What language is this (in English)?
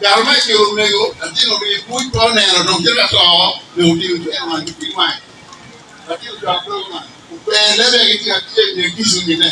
Acoli